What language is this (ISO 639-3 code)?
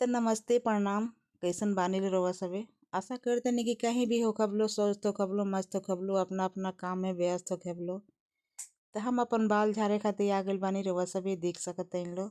bho